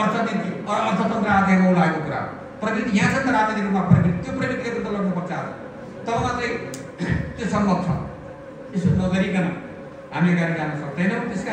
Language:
Nepali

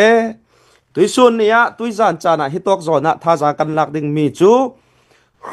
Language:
Hakha Chin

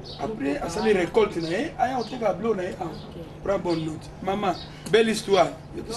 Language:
Lingala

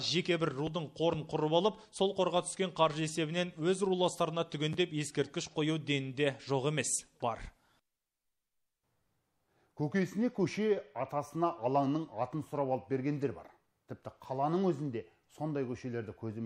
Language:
Kazakh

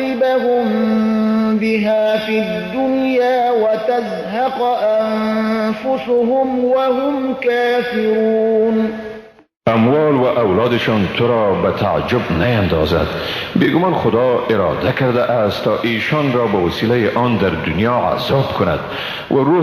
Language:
Persian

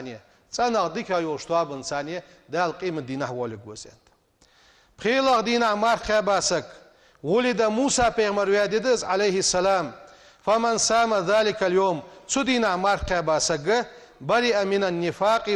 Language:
Ingush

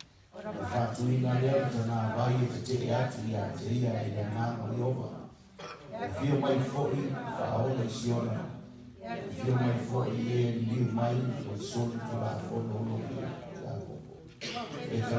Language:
Samoan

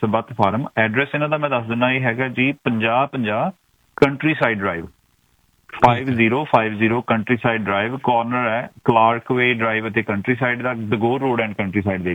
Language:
Punjabi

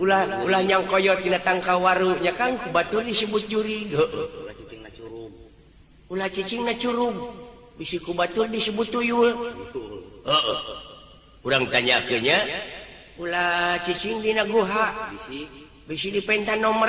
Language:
Sundanese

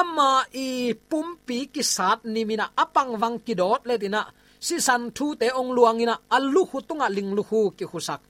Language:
Tedim Chin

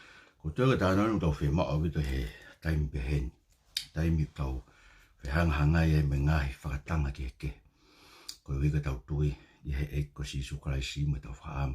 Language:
Tongan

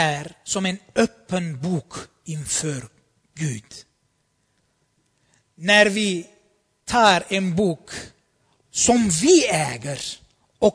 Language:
Swedish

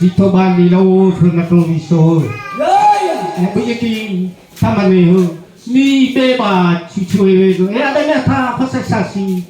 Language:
Nias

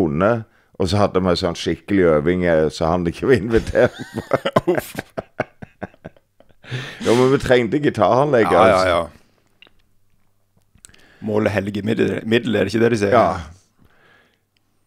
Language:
Norwegian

